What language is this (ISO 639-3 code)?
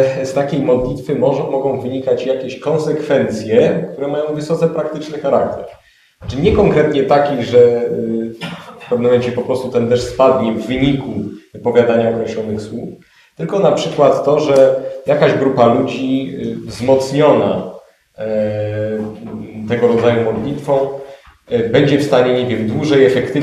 pol